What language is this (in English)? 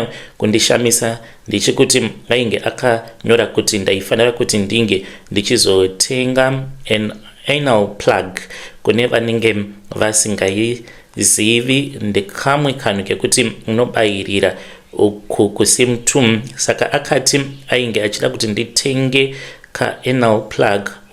Shona